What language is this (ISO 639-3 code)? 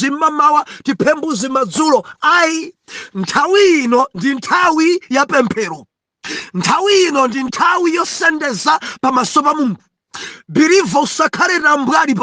nya